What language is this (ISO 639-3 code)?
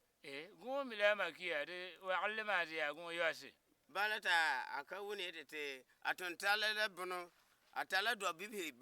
gur